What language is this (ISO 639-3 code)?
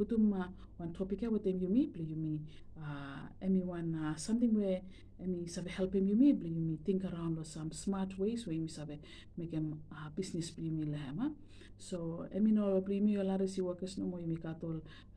bis